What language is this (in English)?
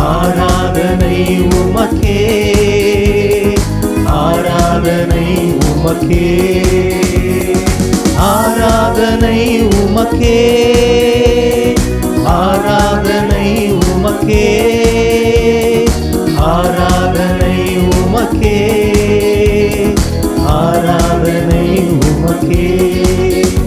Tamil